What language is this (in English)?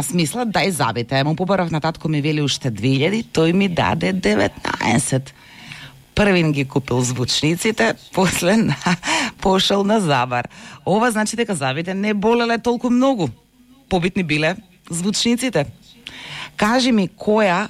Macedonian